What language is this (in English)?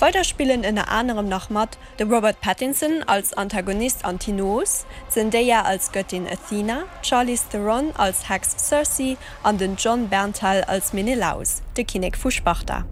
Luxembourgish